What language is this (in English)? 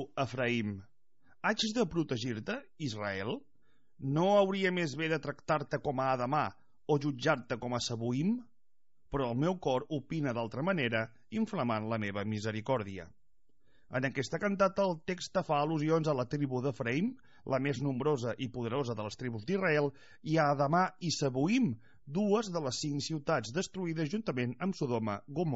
Catalan